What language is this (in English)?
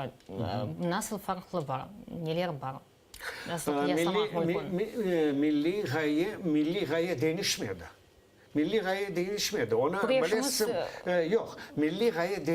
Crimean Tatar